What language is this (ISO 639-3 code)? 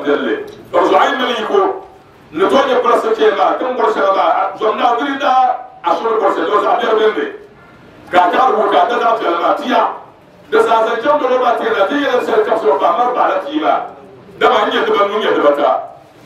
dag